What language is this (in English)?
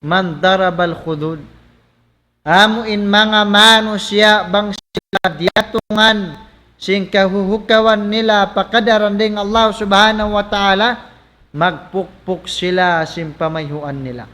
Tausug